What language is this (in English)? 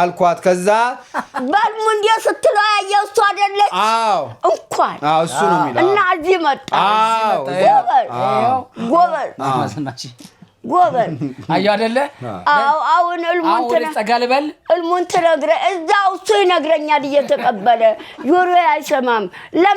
Amharic